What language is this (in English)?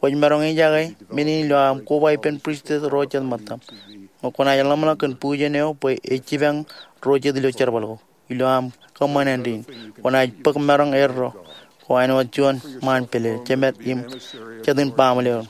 Marshallese